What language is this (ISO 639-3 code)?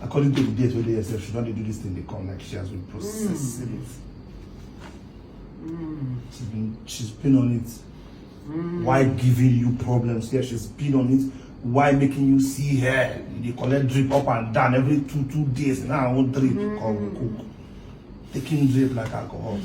pcm